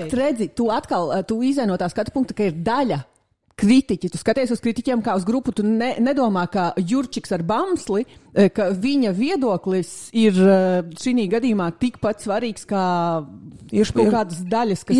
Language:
Latvian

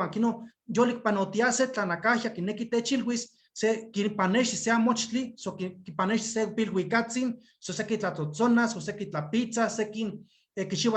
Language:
Eastern Huasteca Nahuatl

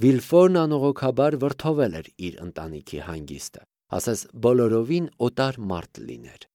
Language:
Armenian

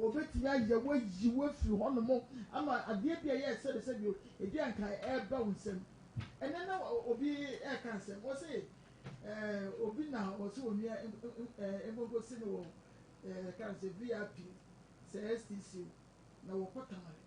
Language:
Akan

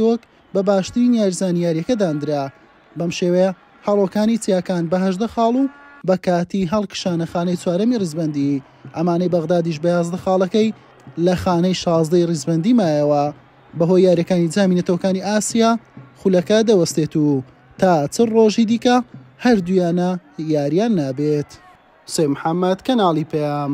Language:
Central Kurdish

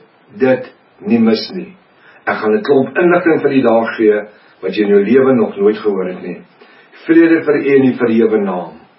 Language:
Afrikaans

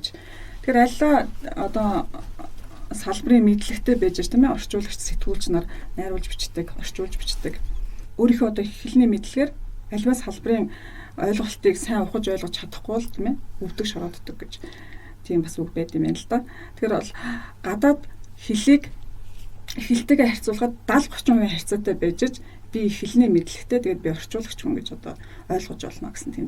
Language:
Mongolian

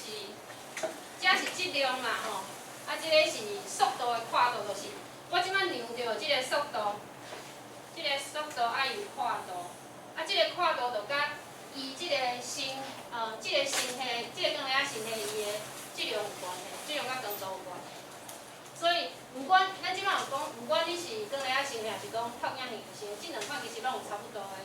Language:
Min Nan Chinese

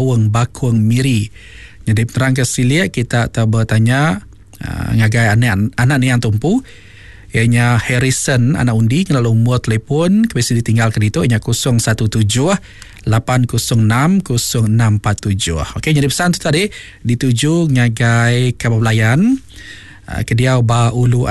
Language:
Iban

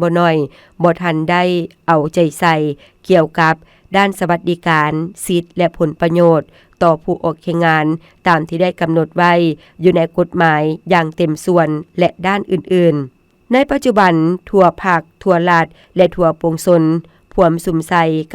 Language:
Lao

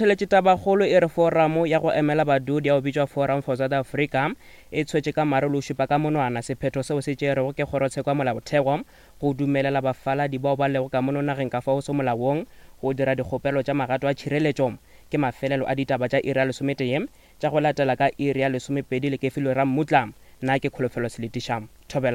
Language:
Northern Sotho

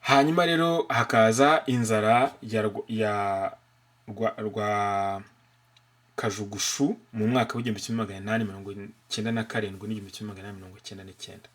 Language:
Kinyarwanda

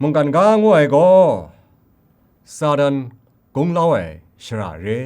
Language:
Kachin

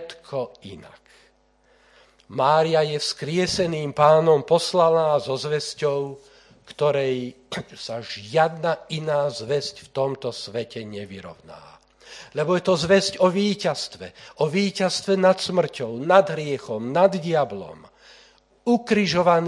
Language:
Slovak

